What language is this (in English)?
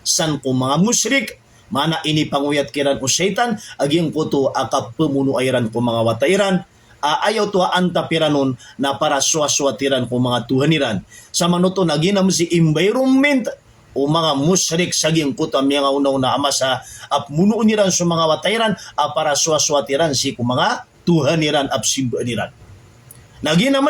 Maranao